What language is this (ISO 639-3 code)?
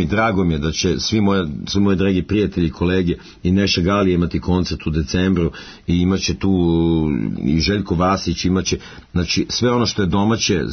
srp